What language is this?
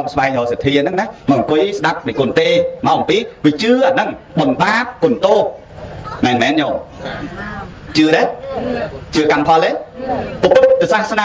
Khmer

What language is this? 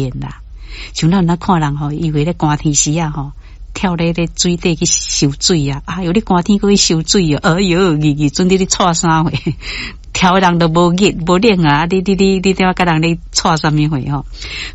Min Nan Chinese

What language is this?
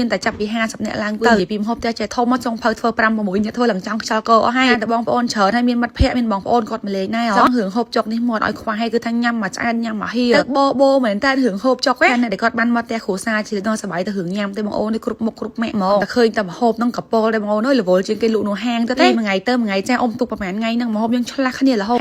Khmer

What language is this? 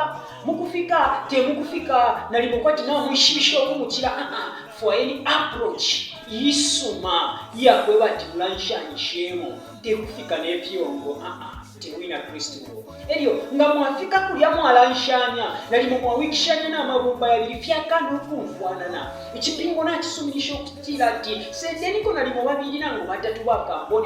Bemba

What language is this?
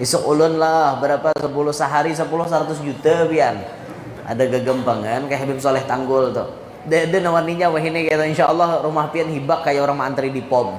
Banjar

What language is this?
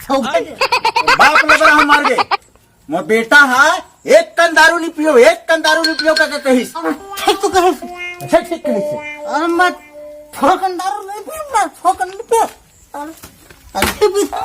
Chhattisgarhi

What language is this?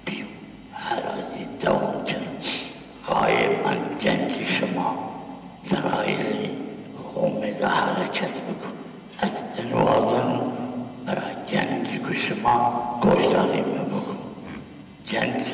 Zaza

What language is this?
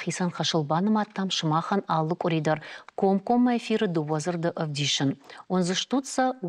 Ossetic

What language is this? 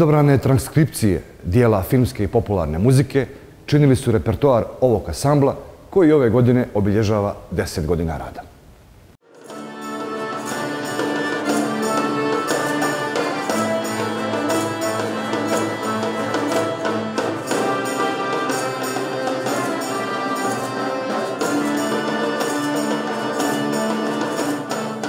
Bosnian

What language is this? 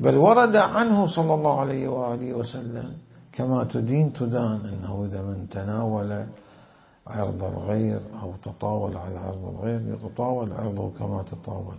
Mesopotamian Arabic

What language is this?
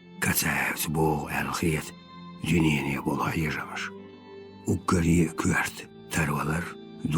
Chechen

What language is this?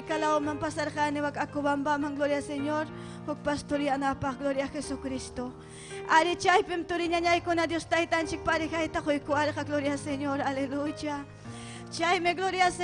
Ayacucho Quechua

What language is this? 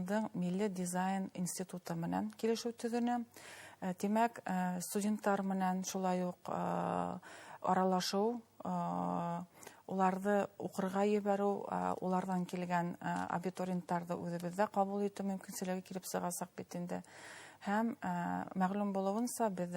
Bashkir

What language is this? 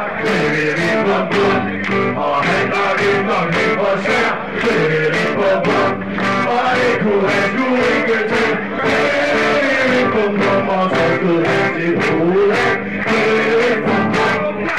Danish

